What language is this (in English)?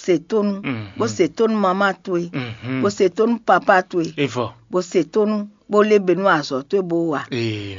Fon